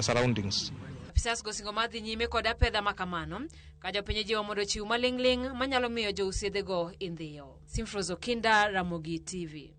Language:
Luo (Kenya and Tanzania)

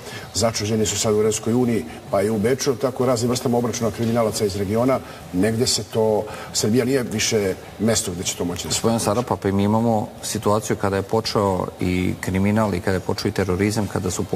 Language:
Serbian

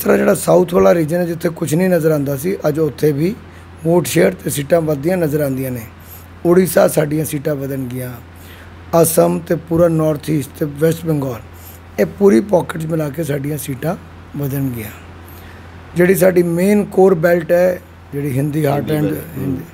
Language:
Punjabi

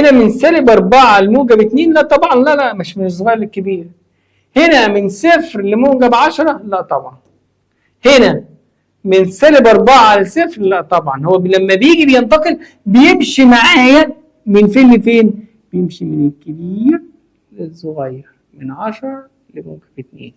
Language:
Egyptian Arabic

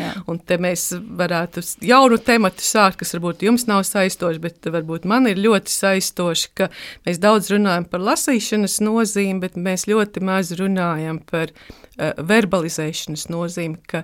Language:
Latvian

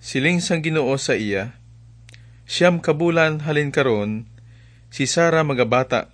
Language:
Hiligaynon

